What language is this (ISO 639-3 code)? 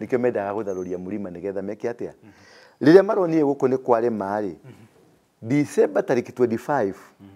kik